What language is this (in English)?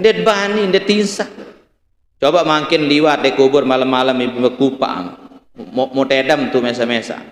Sasak